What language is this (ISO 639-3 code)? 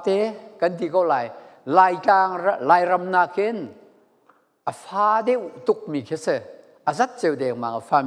cfm